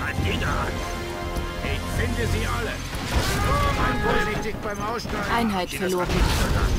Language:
Bavarian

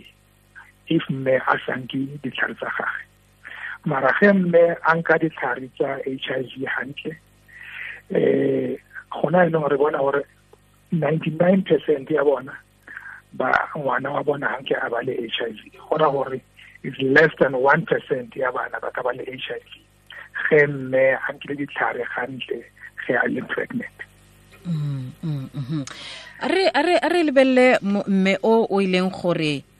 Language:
Tswana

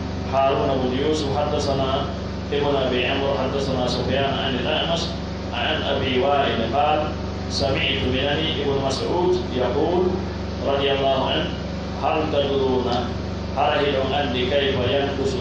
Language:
Pular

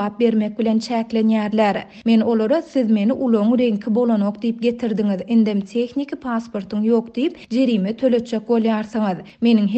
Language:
Turkmen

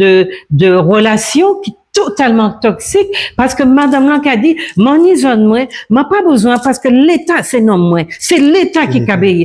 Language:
Guadeloupean Creole French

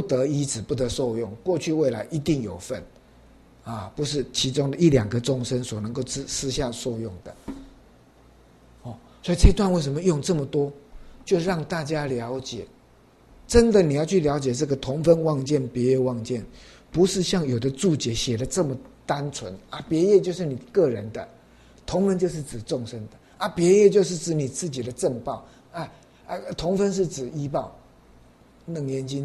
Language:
Chinese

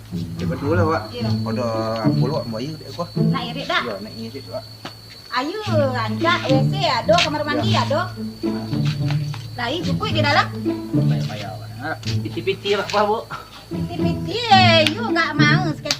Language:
Minangkabau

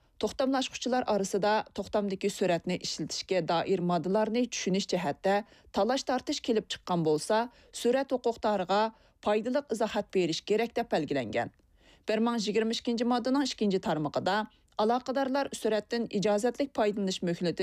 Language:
Uyghur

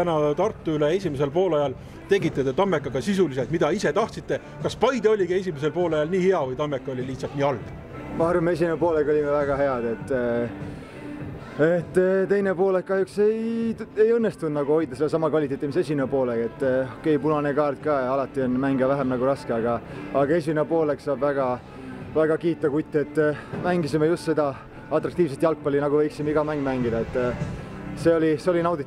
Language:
Estonian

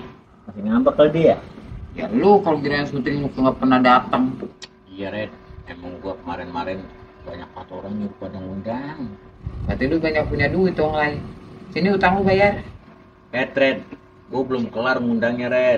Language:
Betawi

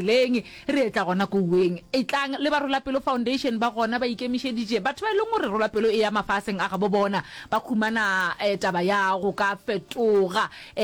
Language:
Northern Sotho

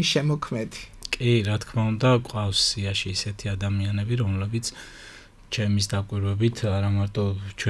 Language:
Georgian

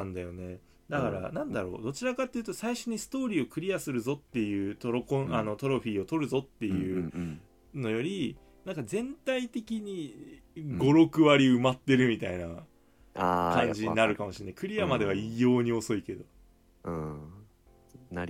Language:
Japanese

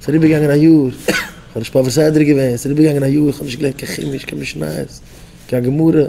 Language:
Yiddish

